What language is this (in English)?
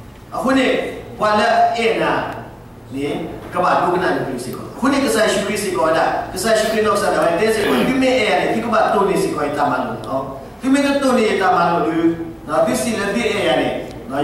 S'gaw Karen